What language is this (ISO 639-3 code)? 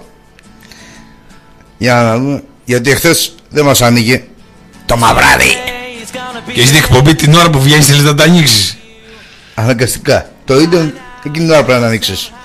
ell